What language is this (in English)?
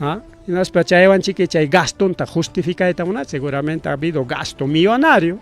Ayacucho Quechua